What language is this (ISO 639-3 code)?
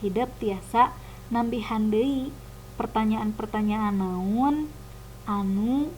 sun